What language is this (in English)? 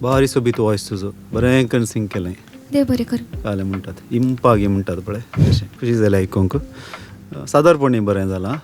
Konkani